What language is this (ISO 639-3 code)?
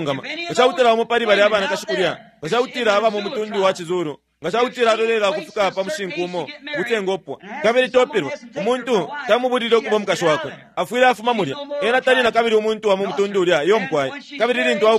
bem